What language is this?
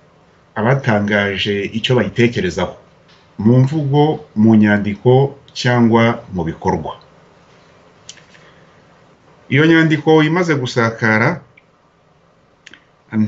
Kinyarwanda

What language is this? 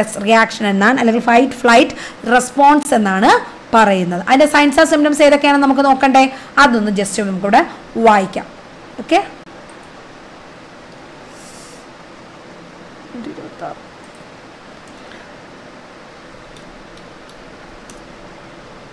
Malayalam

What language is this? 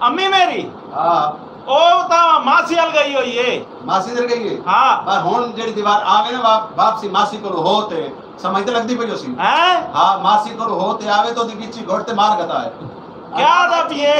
Saraiki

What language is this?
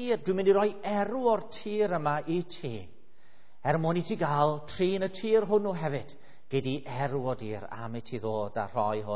Welsh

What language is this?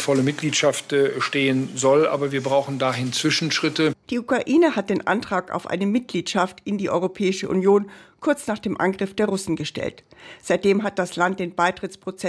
German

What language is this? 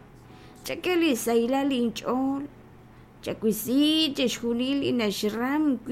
Kekchí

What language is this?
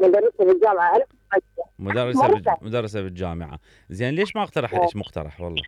Mesopotamian Arabic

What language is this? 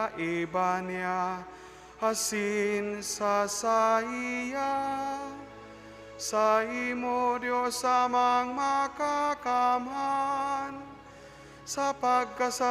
Bikol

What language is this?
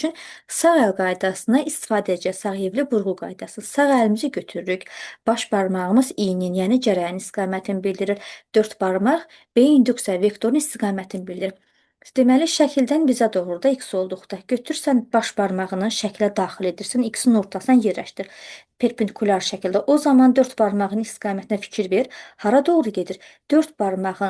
Azerbaijani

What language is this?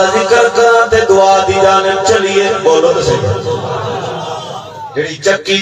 Saraiki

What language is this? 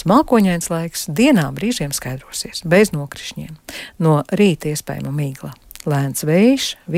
Latvian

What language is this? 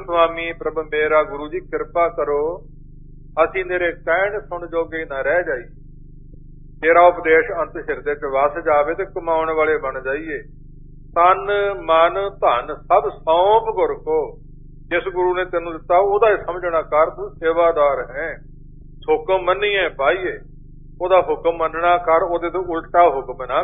Punjabi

